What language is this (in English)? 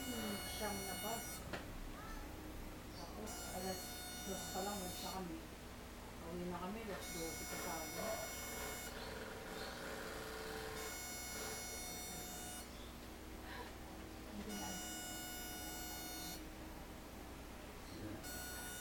Filipino